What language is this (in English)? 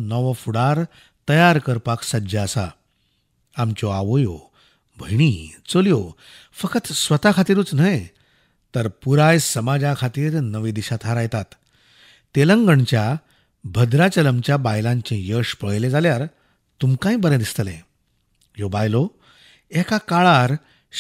Konkani